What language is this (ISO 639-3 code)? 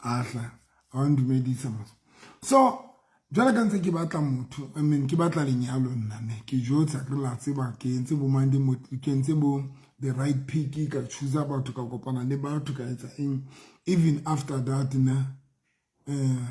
sot